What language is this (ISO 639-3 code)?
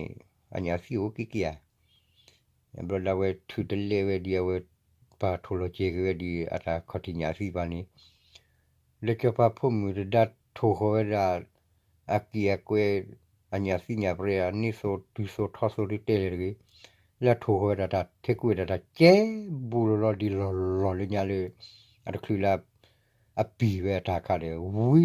ksw